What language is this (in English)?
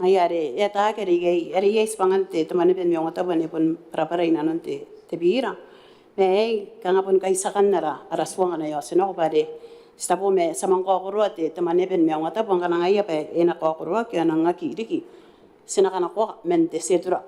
Gilbertese